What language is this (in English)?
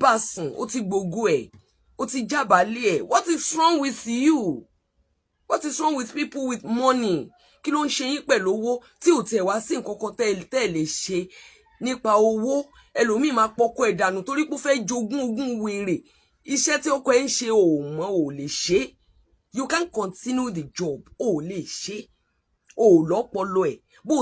Yoruba